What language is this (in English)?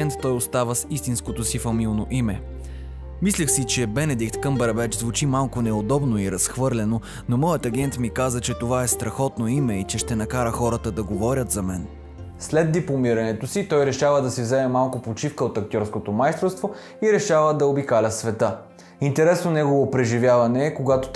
Bulgarian